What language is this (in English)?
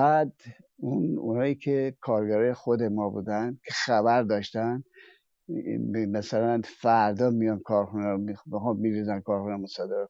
Persian